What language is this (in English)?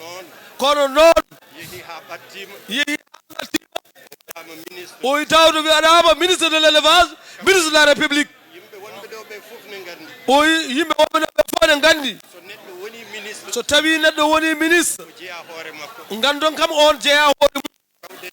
Fula